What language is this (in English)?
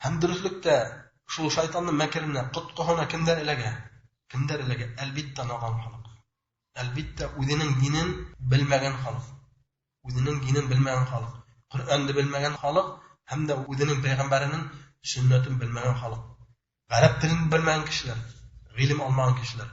Bashkir